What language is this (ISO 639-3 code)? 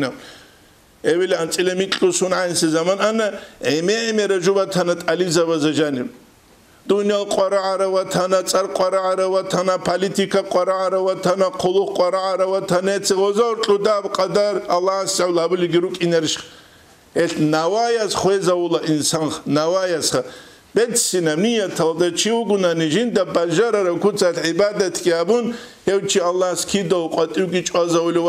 ava